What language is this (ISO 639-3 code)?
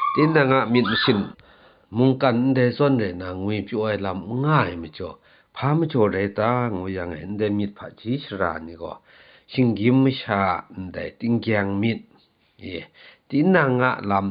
kac